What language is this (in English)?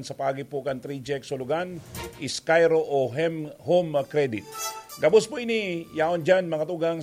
Bikol